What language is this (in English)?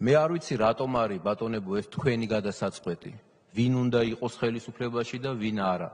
Georgian